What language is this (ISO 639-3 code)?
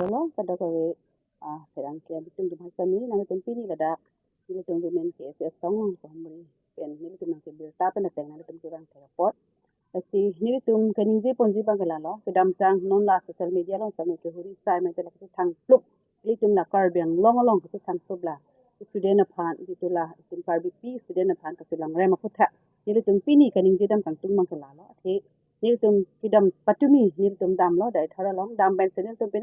mjw